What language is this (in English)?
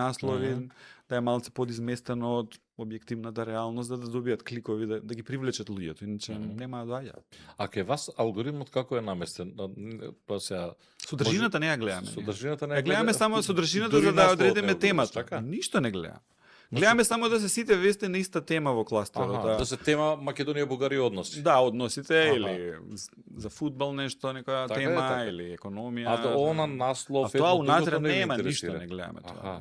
Macedonian